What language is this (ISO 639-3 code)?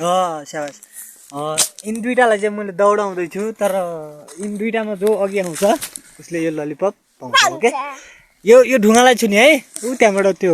nep